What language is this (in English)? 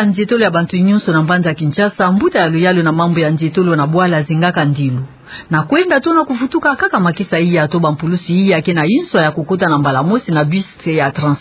Kituba (Democratic Republic of Congo)